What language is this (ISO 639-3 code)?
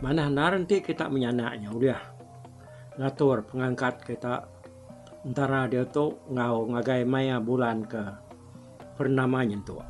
iba